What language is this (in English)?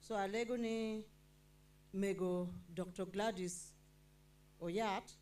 Acoli